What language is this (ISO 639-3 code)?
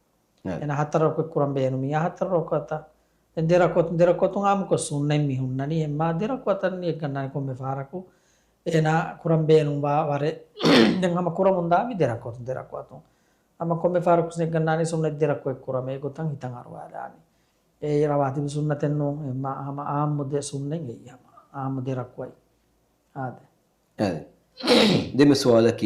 div